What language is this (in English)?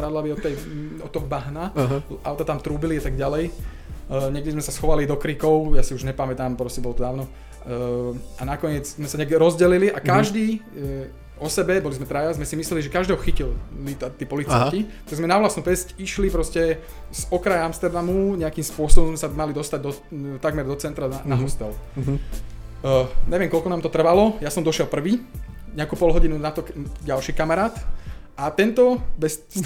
Slovak